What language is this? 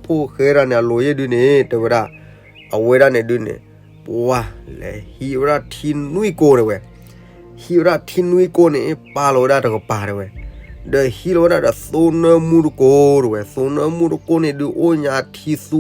S'gaw Karen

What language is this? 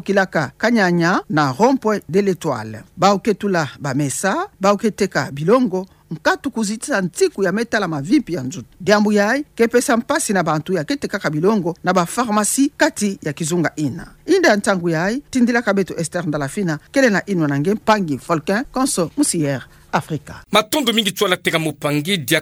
Kituba (Democratic Republic of Congo)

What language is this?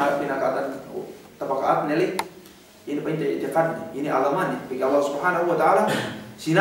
Yakan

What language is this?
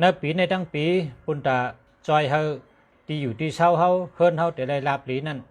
Shan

